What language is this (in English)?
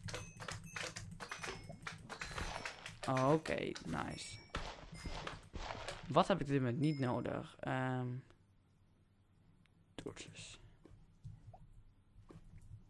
Dutch